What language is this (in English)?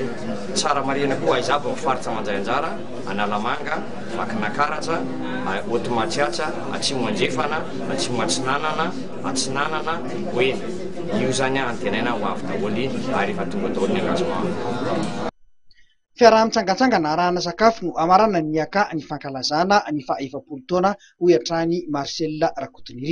Malagasy